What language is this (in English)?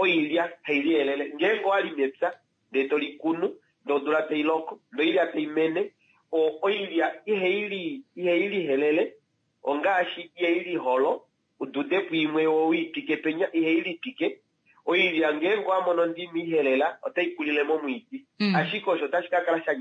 Kuanyama